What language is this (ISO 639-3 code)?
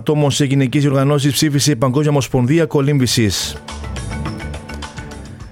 ell